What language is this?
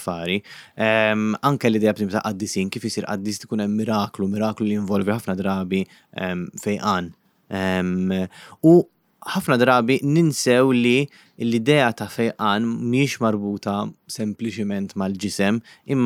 Maltese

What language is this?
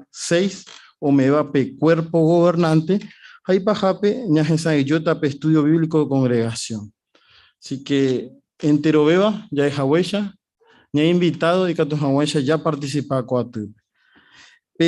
Guarani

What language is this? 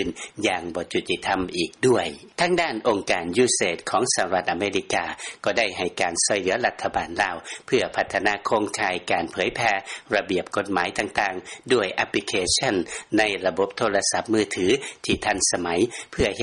Lao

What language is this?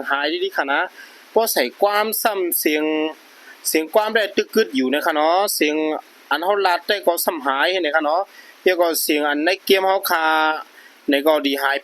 Shan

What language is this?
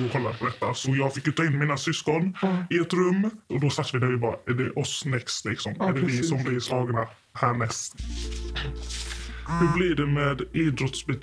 Swedish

